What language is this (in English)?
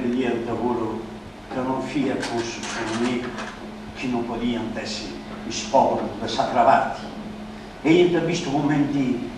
Sardinian